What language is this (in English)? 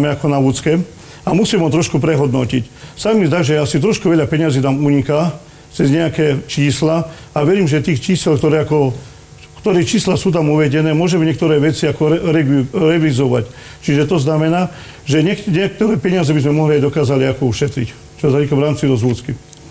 Slovak